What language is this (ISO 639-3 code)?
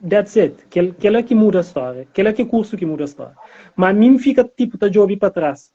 kea